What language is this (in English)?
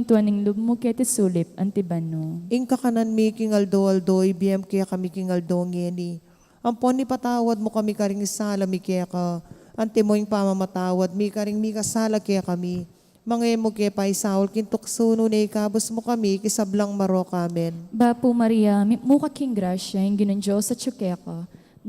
Pampanga